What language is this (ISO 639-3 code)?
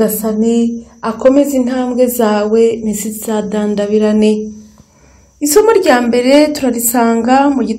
kin